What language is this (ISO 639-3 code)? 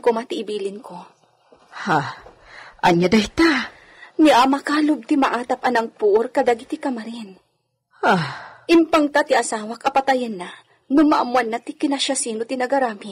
ilo